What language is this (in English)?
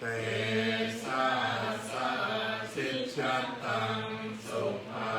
Pali